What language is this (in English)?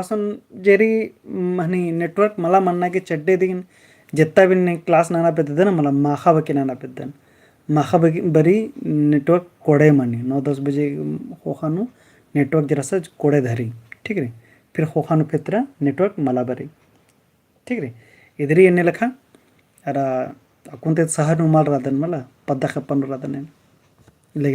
Kurukh